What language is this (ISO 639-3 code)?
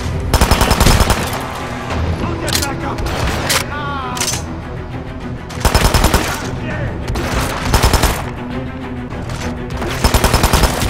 eng